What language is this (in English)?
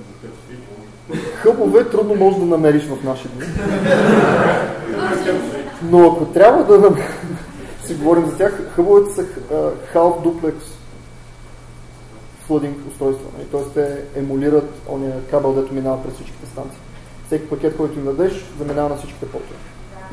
Bulgarian